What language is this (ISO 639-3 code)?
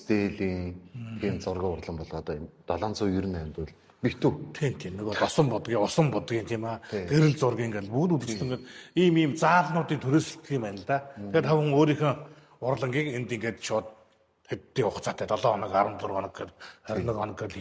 mon